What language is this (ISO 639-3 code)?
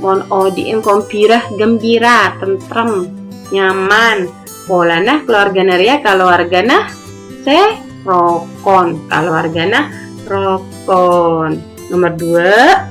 mad